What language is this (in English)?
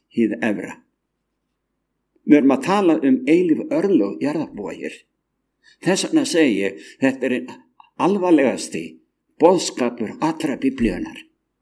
Icelandic